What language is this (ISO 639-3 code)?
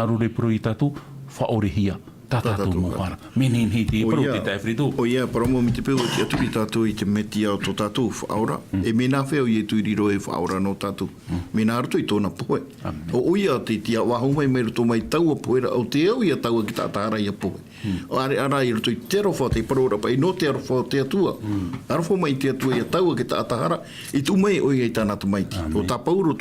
tah